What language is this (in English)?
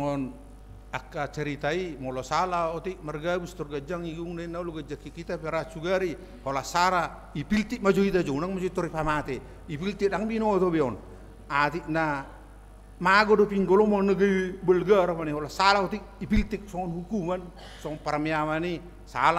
Batak Toba